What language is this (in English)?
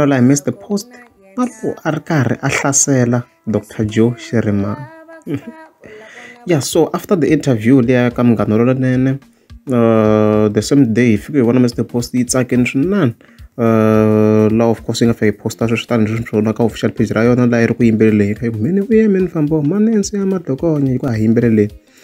Tsonga